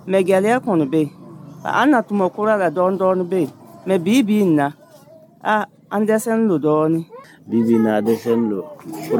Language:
Dyula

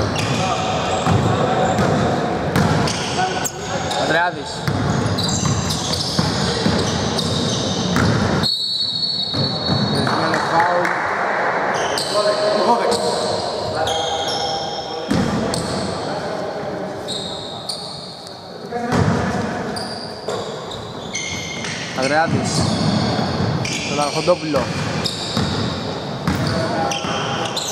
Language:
Greek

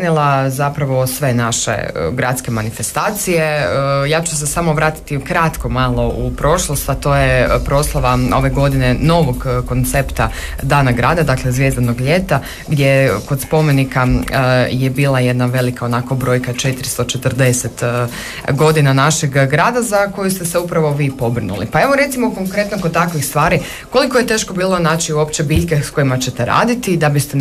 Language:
Croatian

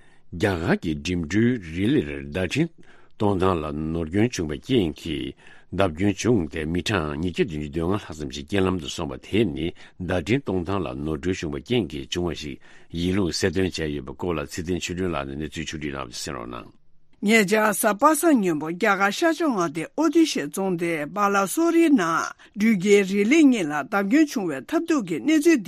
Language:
Tibetan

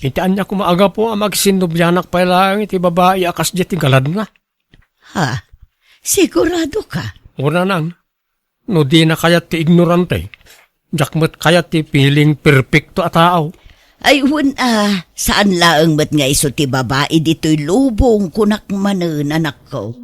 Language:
Iloko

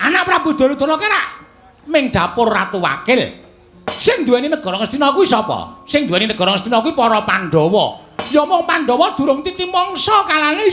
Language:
Javanese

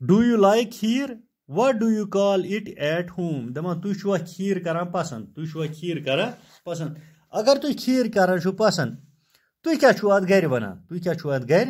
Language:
Kashmiri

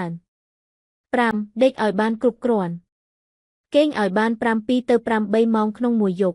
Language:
Khmer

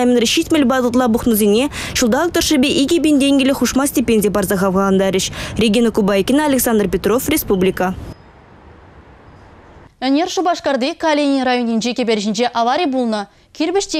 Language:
Chuvash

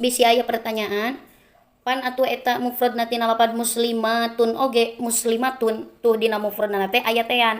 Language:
Sundanese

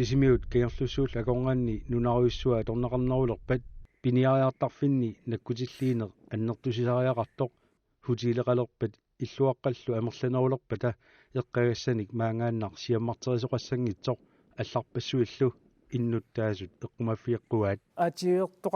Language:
Kalaallisut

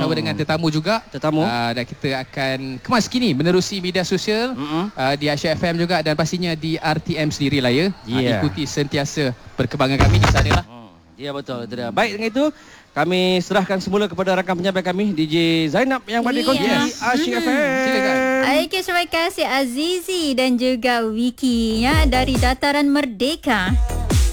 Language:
Malay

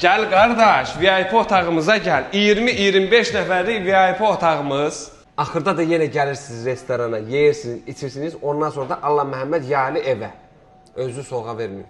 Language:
Azerbaijani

